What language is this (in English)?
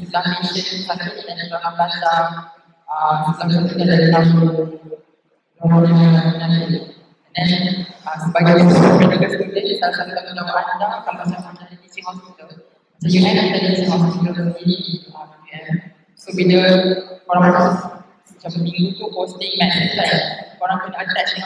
Malay